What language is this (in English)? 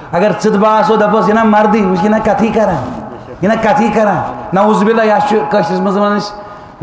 Kashmiri